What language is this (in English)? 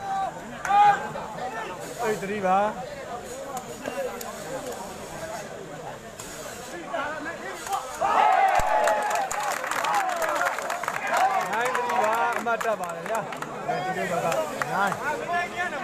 Burmese